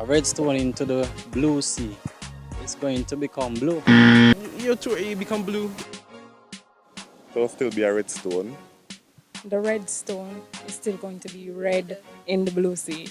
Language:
Jamaican Creole English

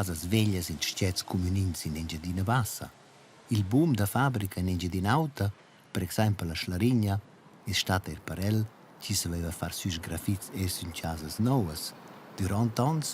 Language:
Romansh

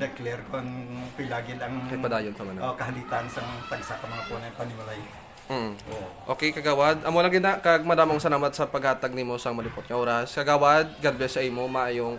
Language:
Hiligaynon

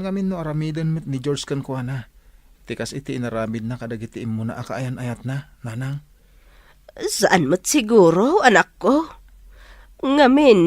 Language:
Iloko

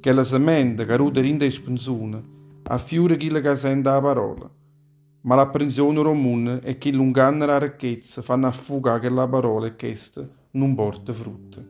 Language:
Neapolitan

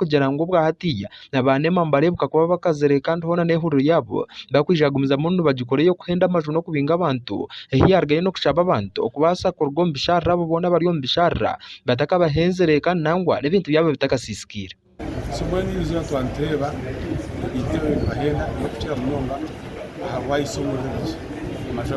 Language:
Nyankole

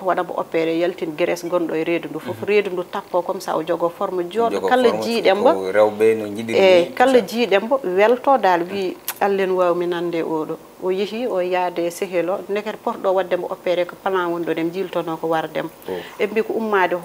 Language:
Fula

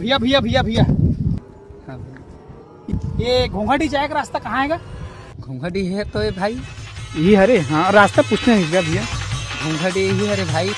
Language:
Chhattisgarhi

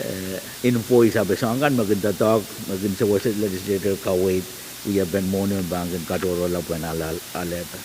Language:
Pohnpeian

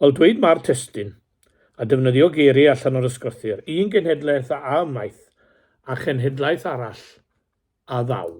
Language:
Welsh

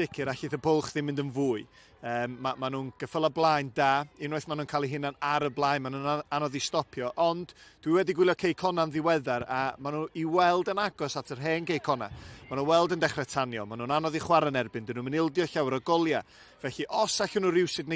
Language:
Welsh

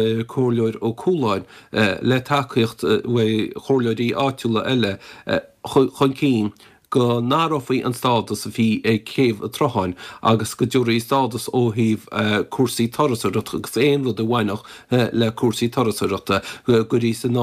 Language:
Irish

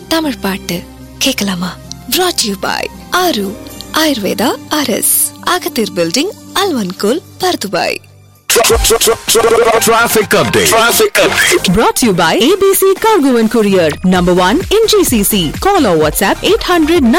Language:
Malayalam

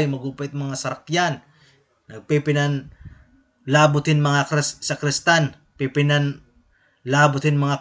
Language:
Waray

